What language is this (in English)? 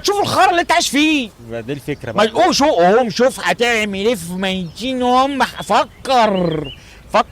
Egyptian Arabic